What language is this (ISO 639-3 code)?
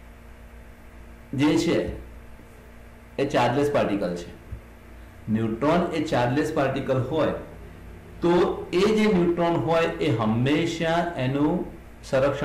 guj